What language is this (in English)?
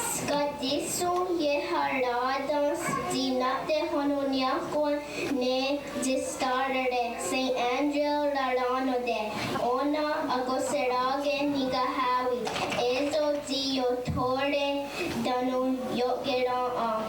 Mohawk